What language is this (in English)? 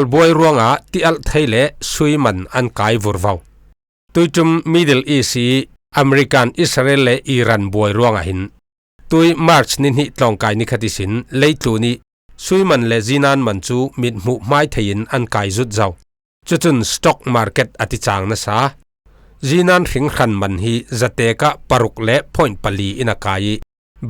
Falam Chin